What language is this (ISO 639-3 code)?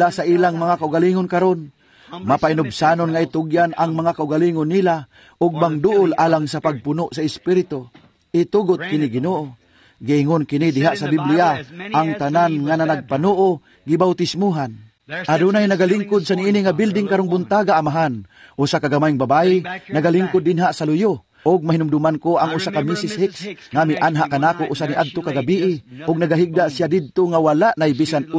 ceb